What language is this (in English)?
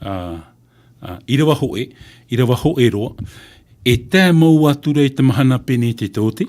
Tahitian